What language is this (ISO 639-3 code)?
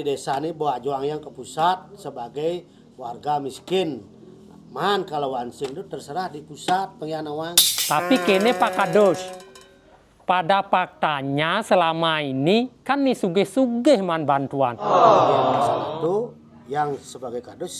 ban